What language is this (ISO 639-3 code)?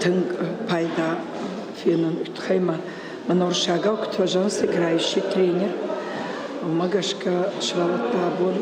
oss